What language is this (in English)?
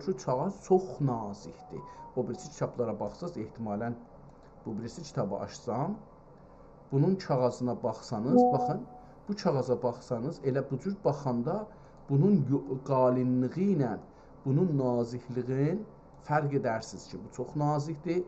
South Azerbaijani